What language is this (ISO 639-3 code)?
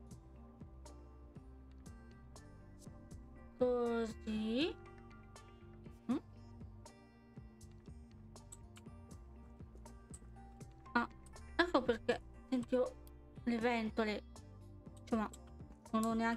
ita